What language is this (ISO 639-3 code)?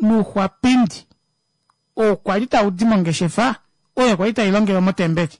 kua